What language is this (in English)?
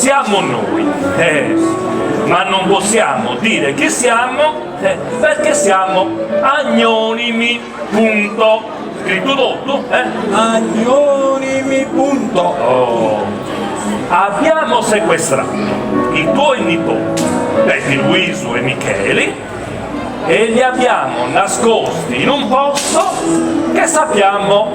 Sardinian